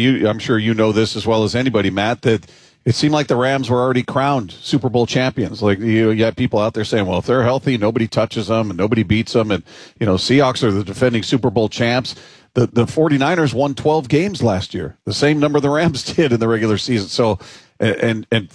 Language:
English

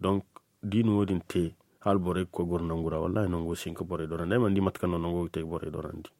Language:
Zarma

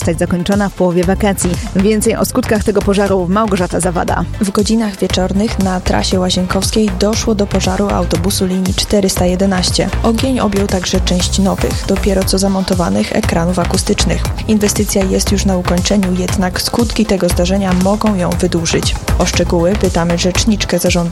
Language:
Polish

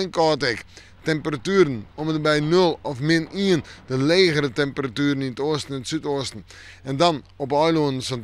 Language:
Western Frisian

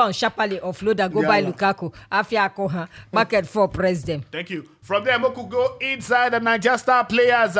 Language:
Nigerian Pidgin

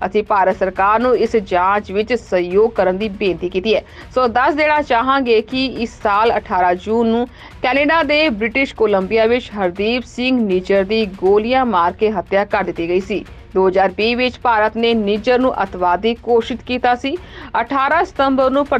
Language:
Punjabi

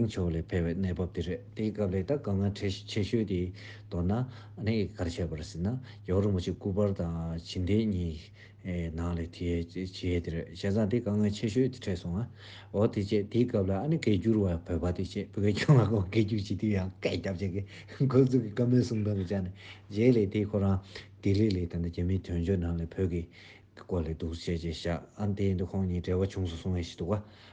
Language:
Tibetan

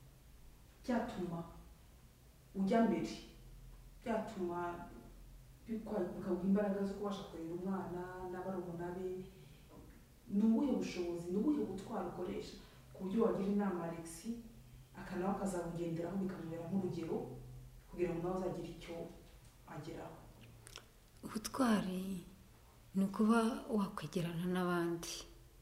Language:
Kinyarwanda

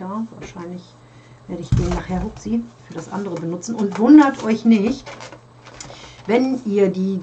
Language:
German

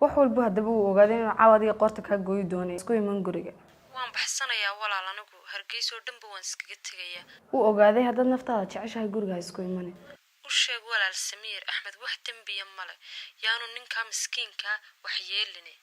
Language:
Somali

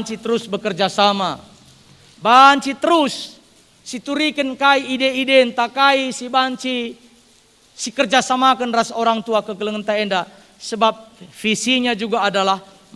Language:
Batak Karo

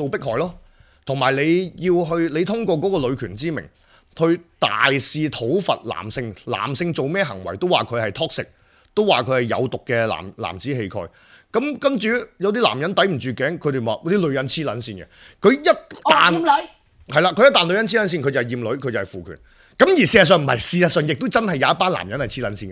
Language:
Cantonese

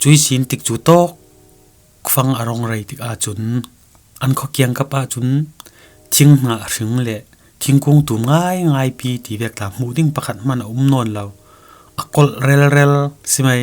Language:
Falam Chin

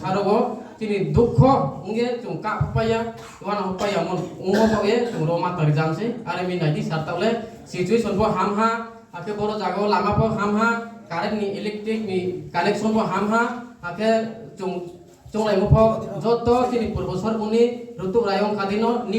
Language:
Riang (India)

